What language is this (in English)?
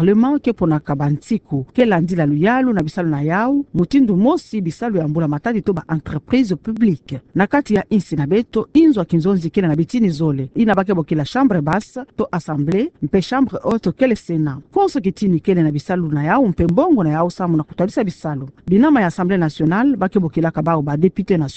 Kituba (Democratic Republic of Congo)